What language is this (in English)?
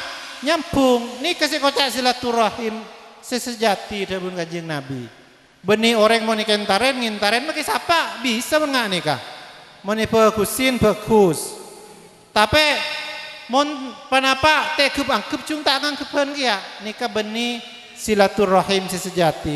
Madurese